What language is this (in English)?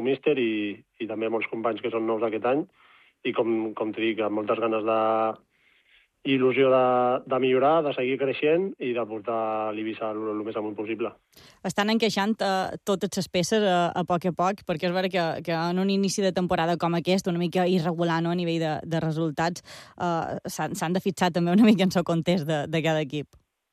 Catalan